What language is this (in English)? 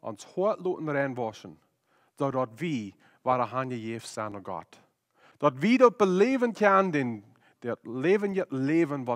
Plautdietsch